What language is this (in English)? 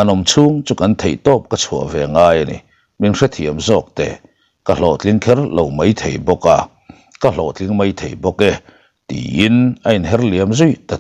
Mizo